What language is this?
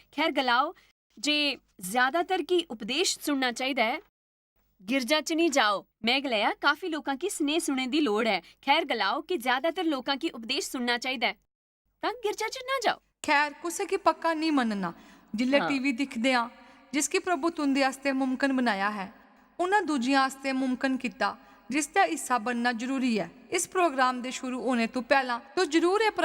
Dogri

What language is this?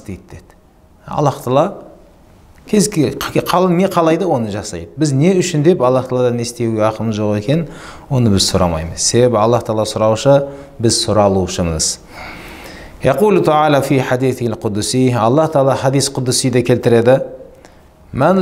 Kazakh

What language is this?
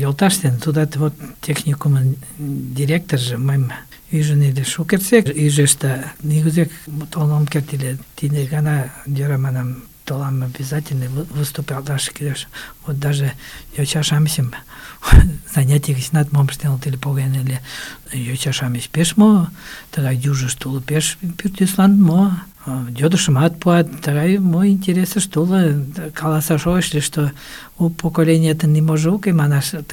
Mari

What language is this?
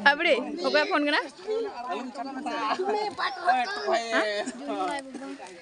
Santali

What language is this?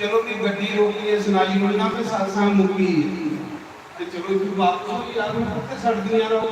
Dogri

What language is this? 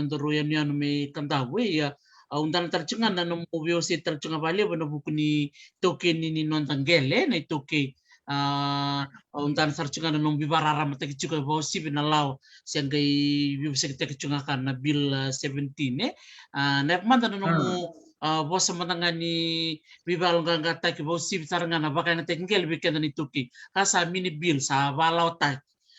Fijian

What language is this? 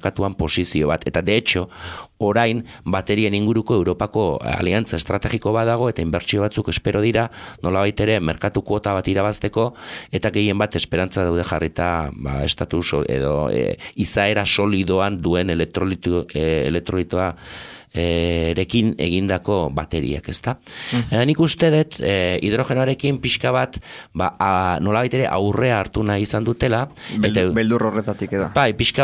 Basque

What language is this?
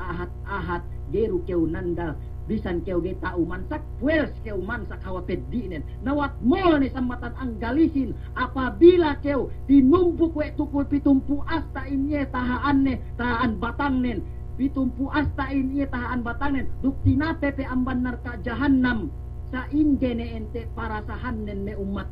Yakan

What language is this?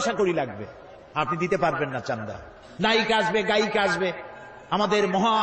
Bangla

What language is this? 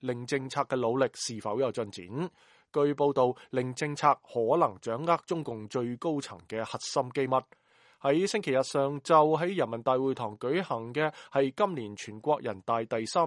Cantonese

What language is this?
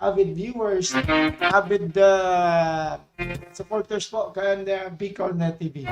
Bikol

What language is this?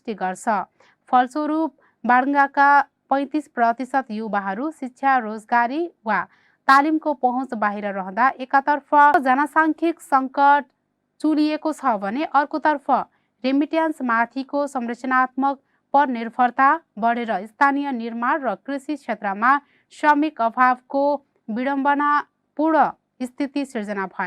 Nepali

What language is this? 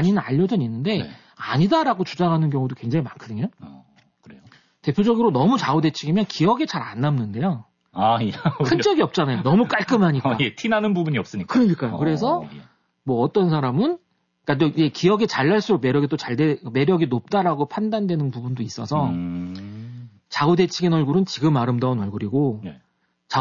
Korean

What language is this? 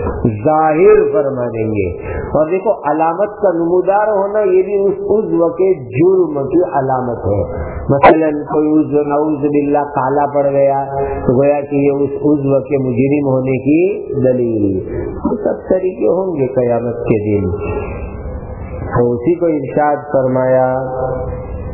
Urdu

